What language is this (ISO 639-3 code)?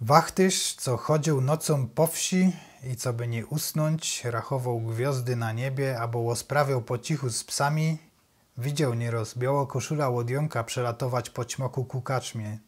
szl